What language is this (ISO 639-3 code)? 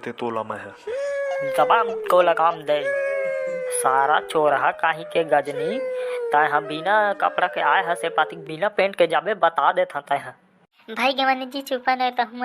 hne